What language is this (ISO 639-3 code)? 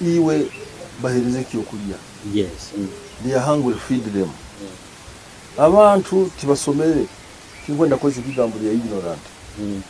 nyo